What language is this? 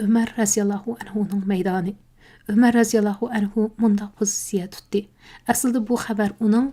Uyghur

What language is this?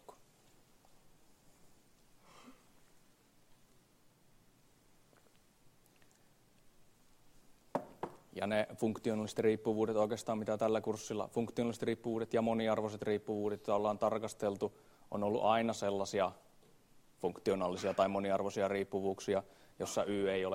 Finnish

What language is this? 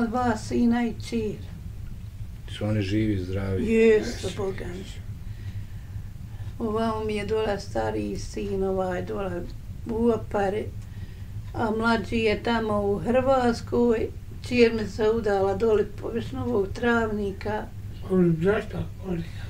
Bosnian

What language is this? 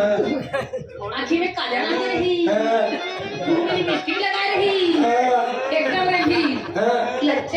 Chhattisgarhi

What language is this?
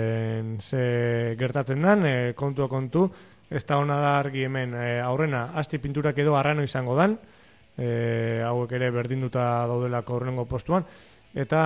Basque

